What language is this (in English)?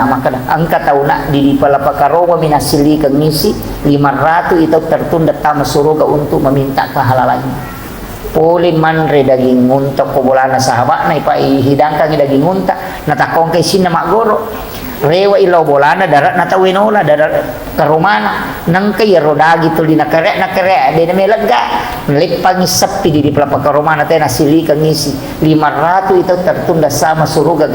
Buginese